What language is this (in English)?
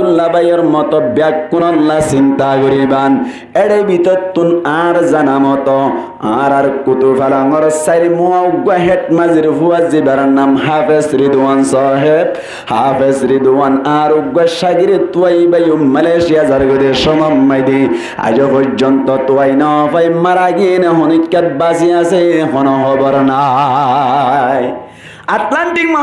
Rohingya